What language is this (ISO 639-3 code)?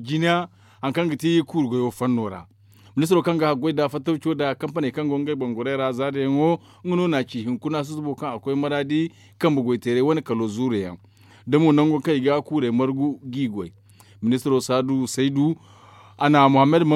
dje